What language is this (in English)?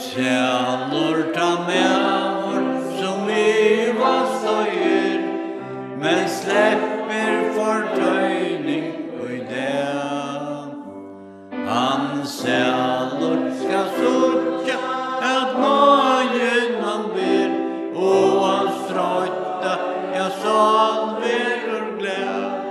Faroese